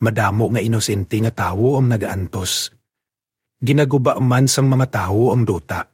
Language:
Hiligaynon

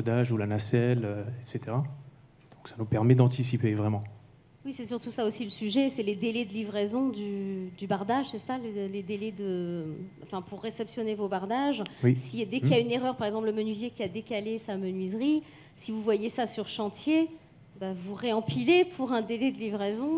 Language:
French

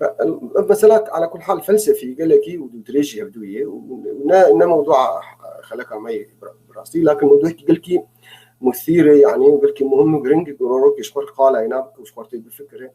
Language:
North Levantine Arabic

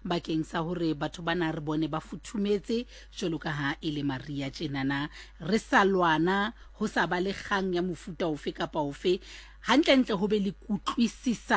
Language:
Southern Sotho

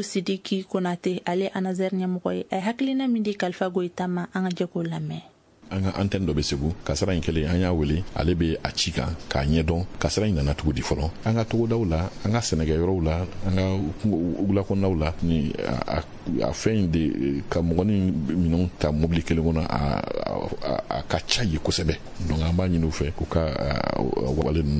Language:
Bambara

